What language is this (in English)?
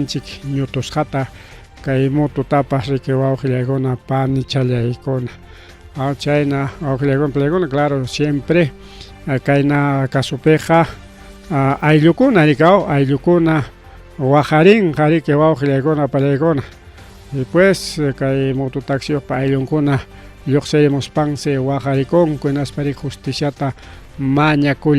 Ayacucho Quechua